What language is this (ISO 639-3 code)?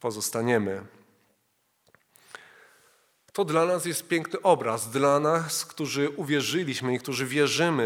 pol